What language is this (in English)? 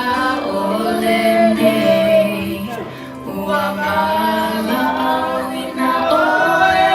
Samoan